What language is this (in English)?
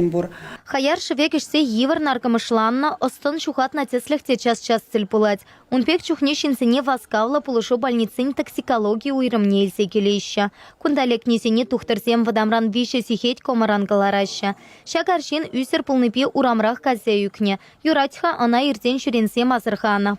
Chuvash